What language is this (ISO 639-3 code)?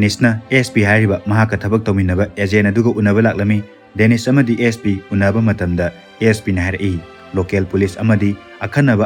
mni